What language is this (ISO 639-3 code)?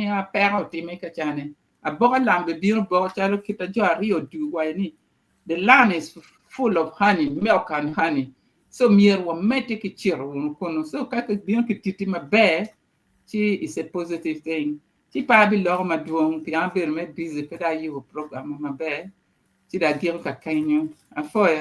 ach